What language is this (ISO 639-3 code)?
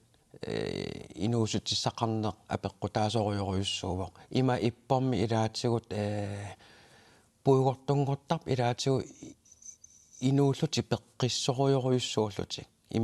kal